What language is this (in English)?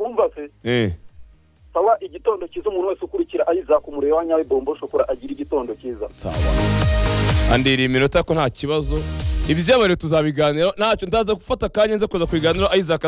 Kinyarwanda